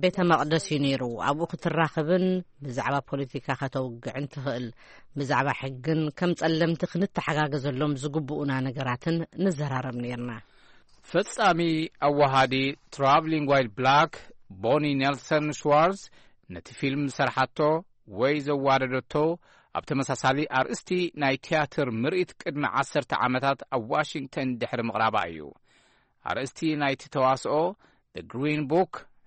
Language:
Tigrinya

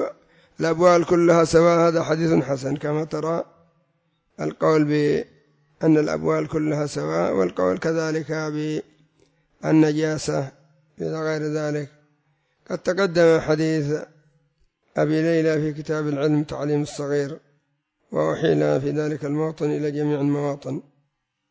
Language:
Arabic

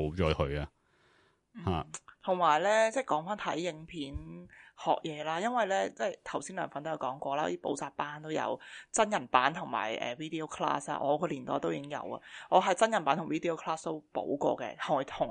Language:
Cantonese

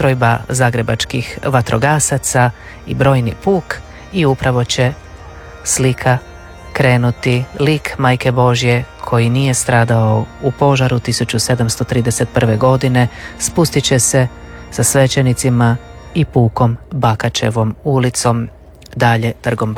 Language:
Croatian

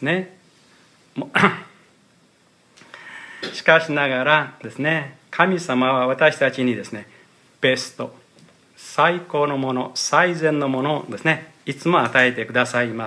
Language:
Japanese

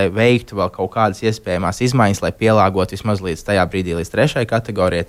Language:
Latvian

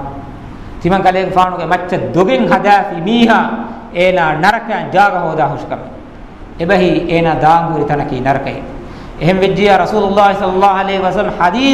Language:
Divehi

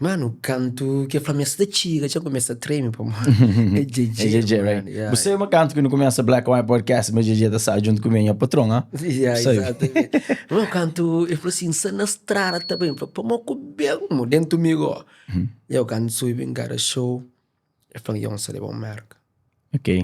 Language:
Kabuverdianu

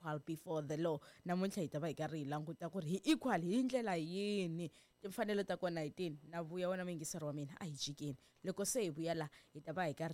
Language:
Tsonga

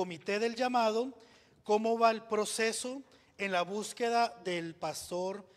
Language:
Spanish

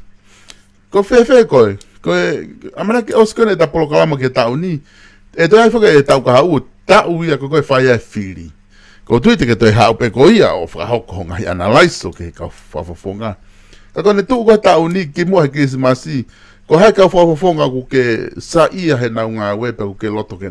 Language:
Tongan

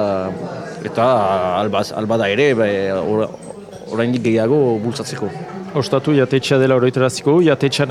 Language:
Basque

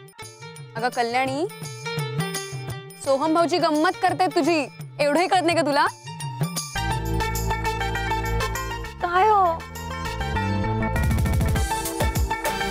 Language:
Marathi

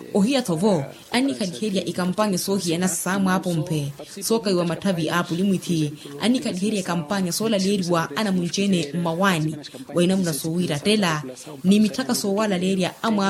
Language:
Makhuwa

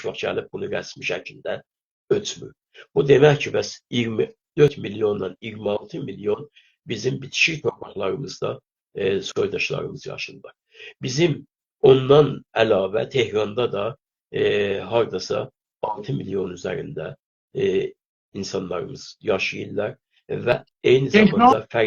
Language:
South Azerbaijani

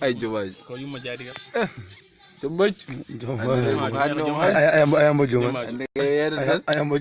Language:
Fula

